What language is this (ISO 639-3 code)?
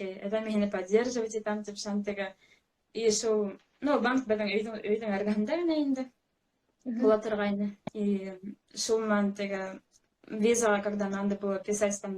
bak